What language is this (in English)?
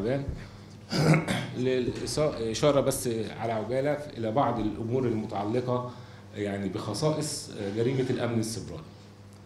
Egyptian Arabic